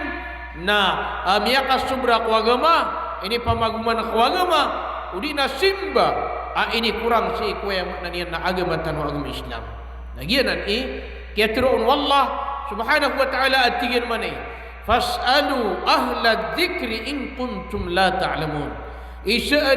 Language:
Maranao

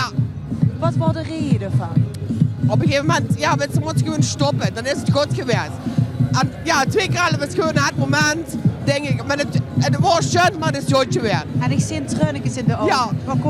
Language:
Limburgish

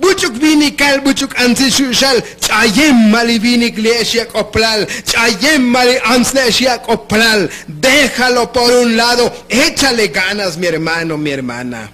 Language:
Tzotzil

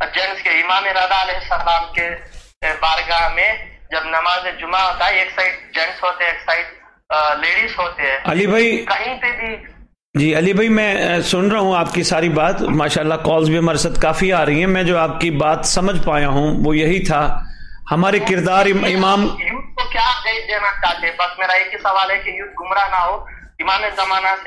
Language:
Urdu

